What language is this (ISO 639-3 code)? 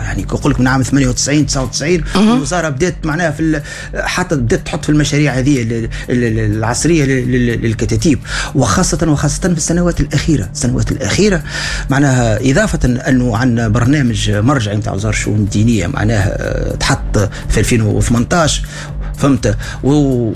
aeb